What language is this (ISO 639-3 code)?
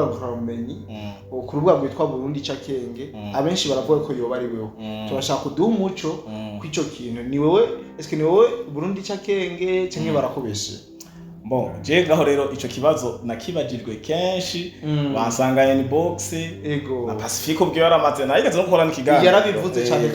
run